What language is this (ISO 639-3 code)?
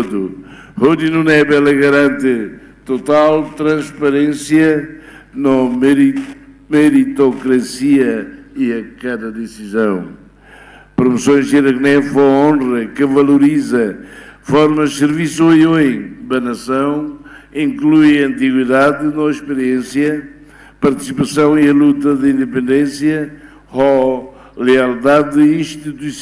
tet